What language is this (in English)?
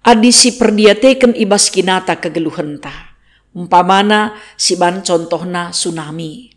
Batak Karo